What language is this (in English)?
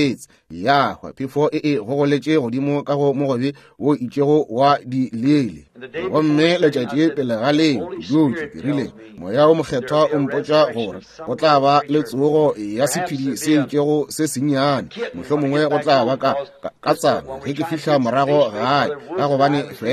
Northern Sotho